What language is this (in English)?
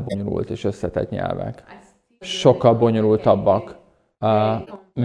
Hungarian